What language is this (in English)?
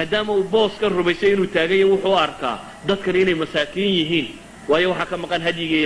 Somali